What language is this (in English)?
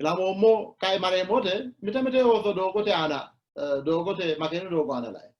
Sidamo